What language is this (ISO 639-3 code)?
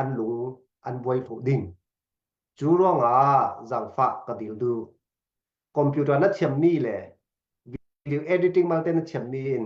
cfm